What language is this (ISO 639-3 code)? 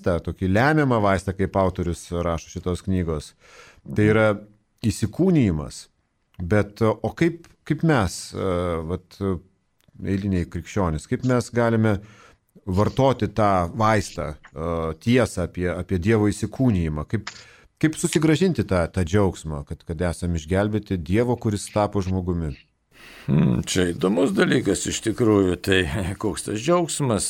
lit